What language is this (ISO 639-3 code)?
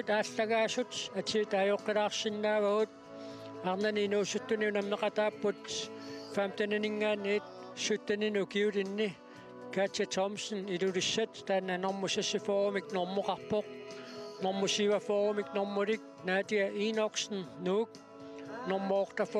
kal